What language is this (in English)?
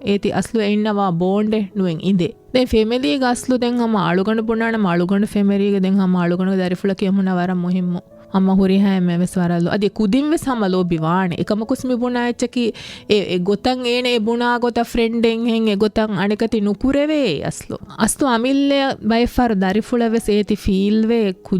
Divehi